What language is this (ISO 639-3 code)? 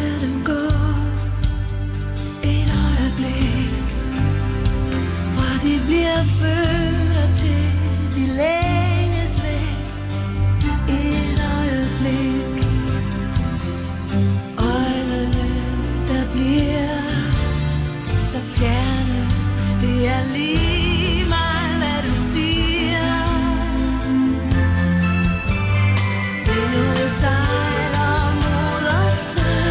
dan